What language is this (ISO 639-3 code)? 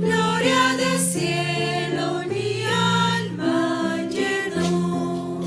aym